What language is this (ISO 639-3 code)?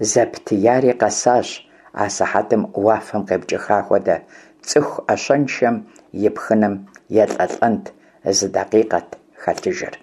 kbd